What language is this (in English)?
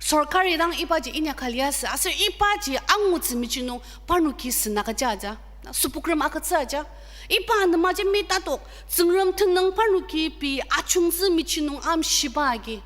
Ao Naga